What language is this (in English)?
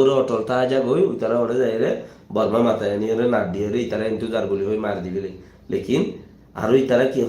Rohingya